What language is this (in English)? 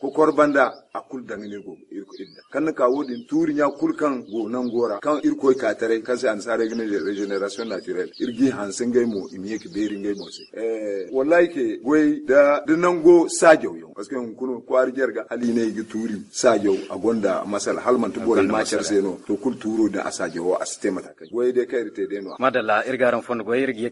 Zarma